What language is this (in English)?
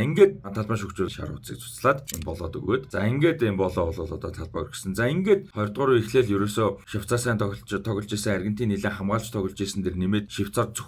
Mongolian